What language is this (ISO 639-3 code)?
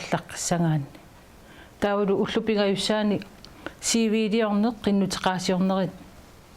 kal